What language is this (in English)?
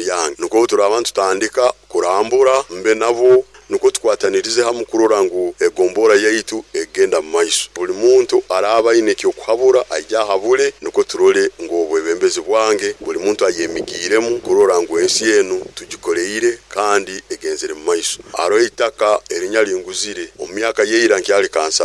Nyoro